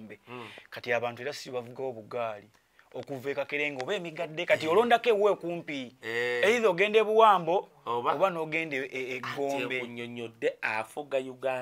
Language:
Ganda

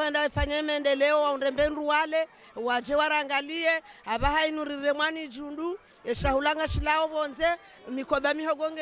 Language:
Ngazidja Comorian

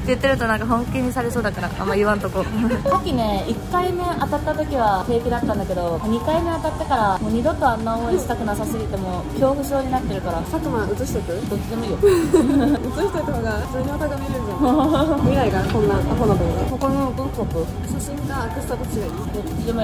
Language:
Japanese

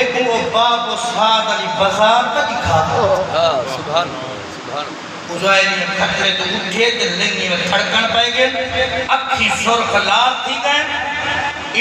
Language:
Saraiki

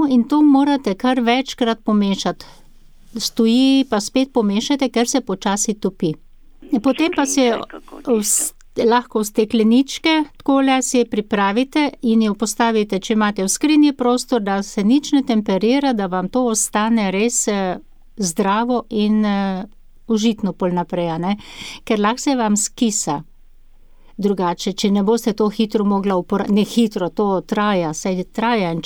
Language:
Slovenian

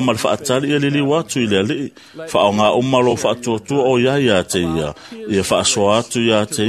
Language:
Samoan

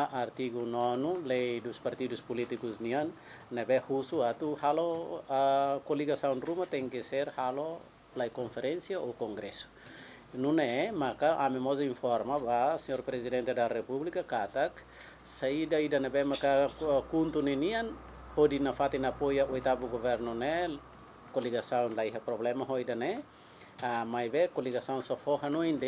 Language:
Tetum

